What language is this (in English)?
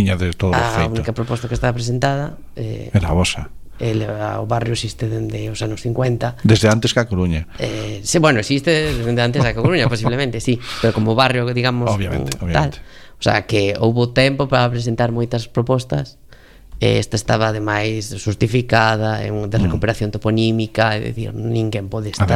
Galician